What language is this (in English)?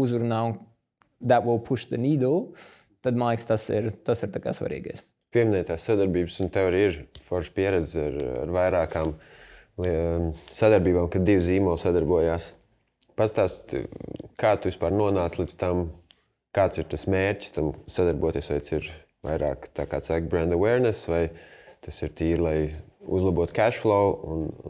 Latvian